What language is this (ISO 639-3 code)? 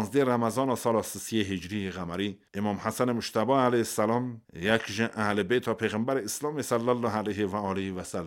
kur